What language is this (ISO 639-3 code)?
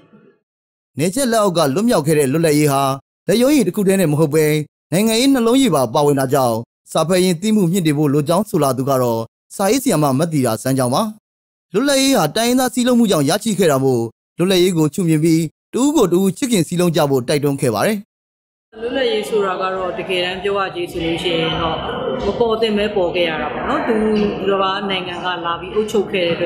mya